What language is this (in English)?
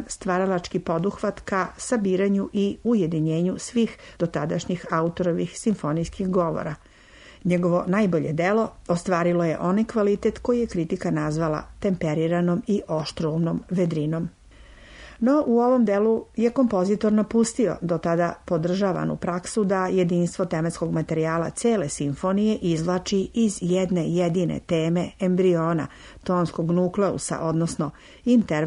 Serbian